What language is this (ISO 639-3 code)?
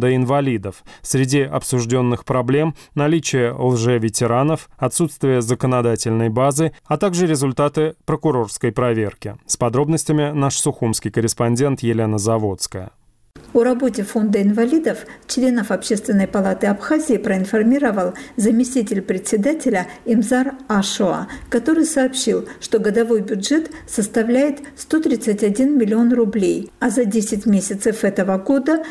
rus